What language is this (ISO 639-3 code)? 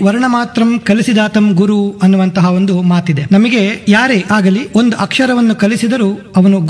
kan